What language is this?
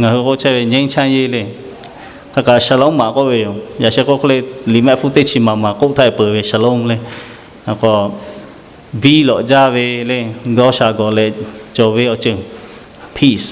Lahu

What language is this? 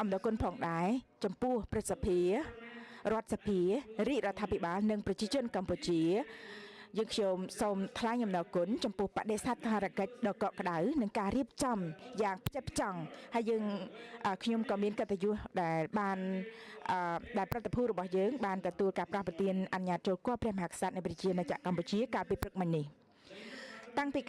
Khmer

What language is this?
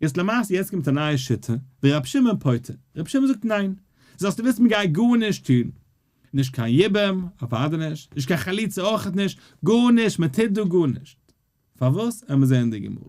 Yiddish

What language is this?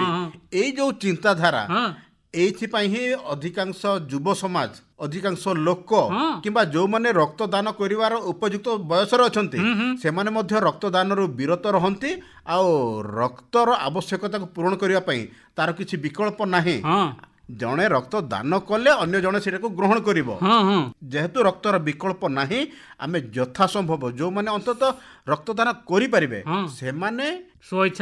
Odia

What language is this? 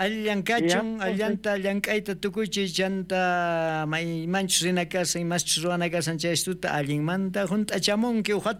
South Bolivian Quechua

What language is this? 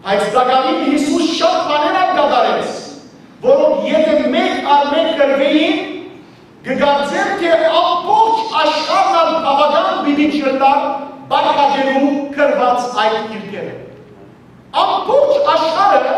Western Armenian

